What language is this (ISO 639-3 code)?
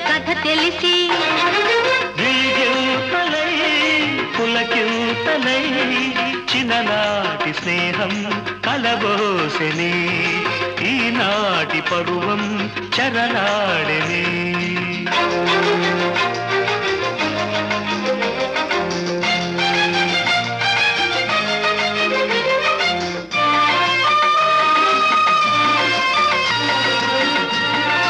tel